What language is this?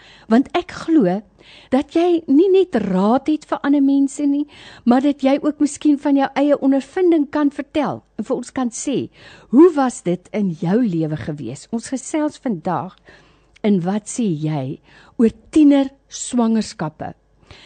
Afrikaans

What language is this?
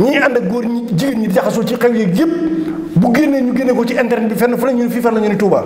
Wolof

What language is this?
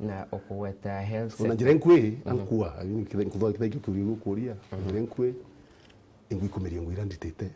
Meru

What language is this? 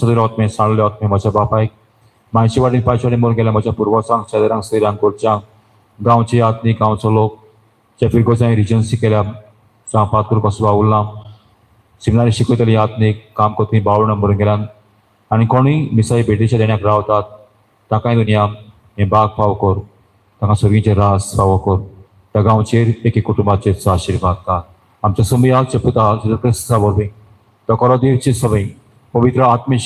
Konkani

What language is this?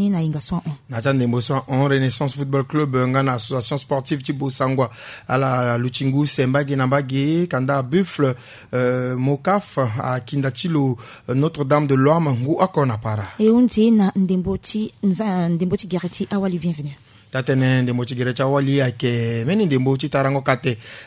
Sango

